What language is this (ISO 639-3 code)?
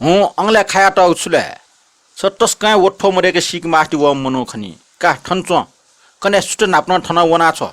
new